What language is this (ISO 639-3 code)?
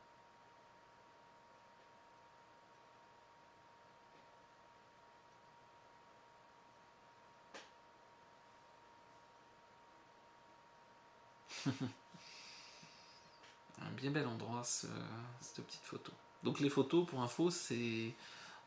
fra